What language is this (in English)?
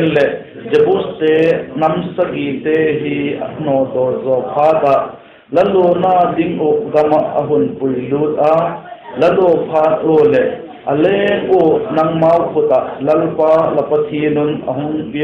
Vaiphei